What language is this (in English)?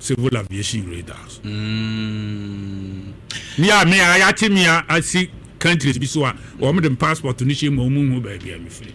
Akan